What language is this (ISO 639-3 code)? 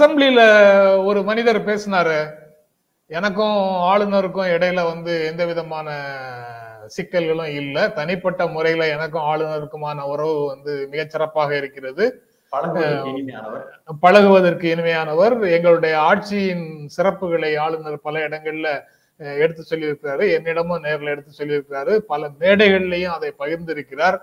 tam